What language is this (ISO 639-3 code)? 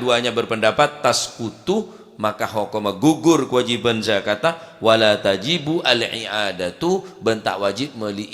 mad